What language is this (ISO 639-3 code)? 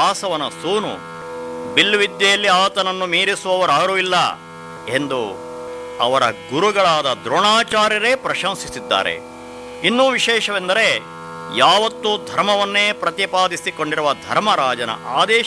kan